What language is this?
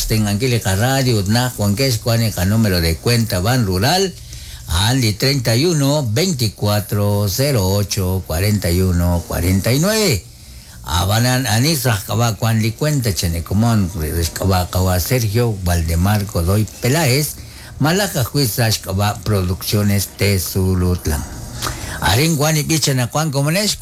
Kekchí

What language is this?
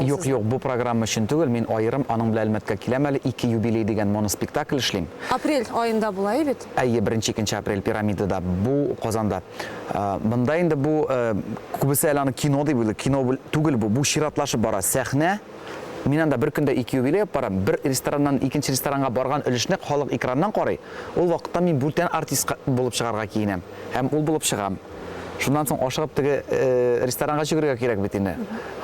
Tatar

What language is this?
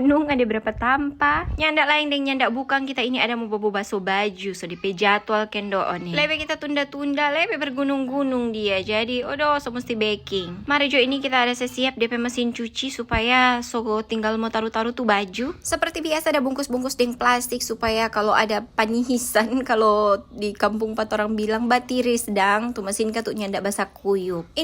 Manado Malay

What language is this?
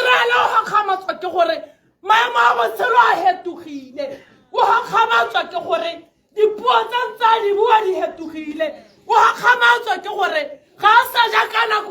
Tswana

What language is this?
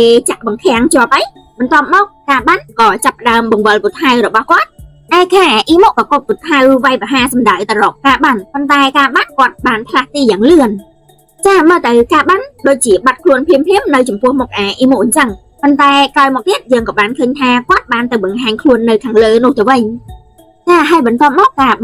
Khmer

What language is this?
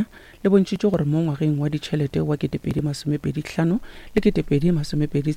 Northern Sotho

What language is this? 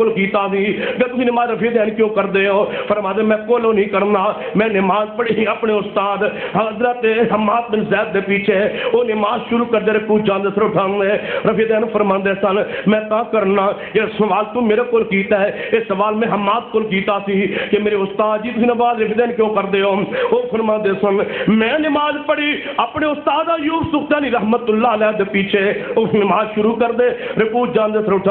Urdu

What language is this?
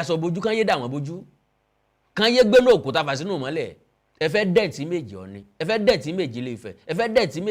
Yoruba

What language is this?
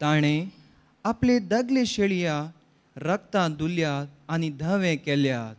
Konkani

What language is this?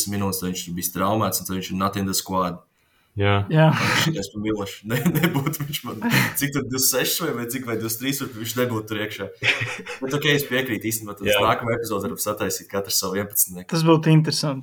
Latvian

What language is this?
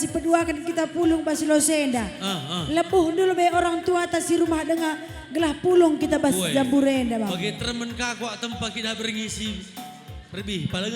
Batak Karo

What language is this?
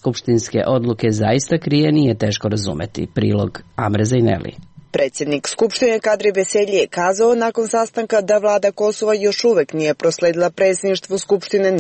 Serbian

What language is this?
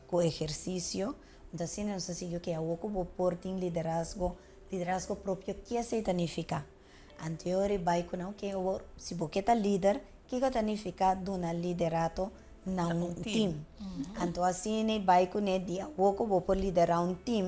Papiamento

